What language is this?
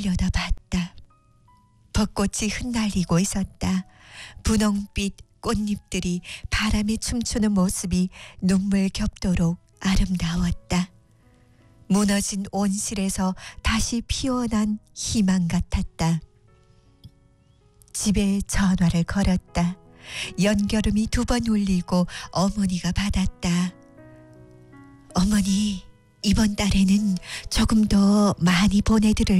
Korean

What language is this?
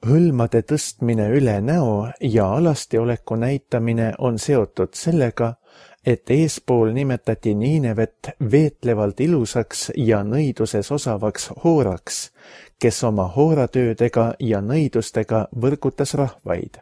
Estonian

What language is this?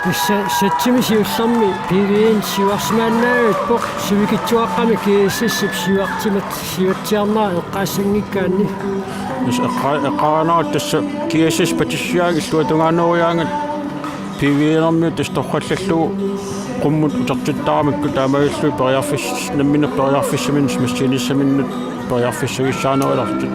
Kalaallisut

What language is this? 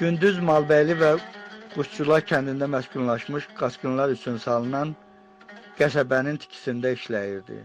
Azerbaijani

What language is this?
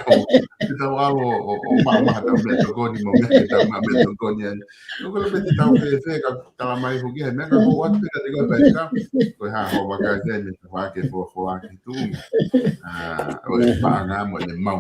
Tongan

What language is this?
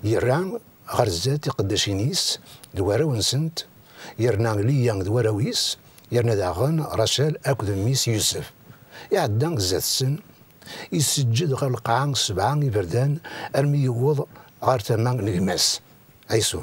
Kabyle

